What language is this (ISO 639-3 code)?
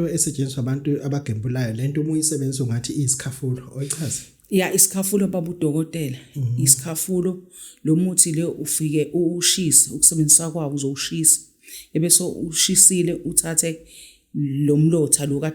zul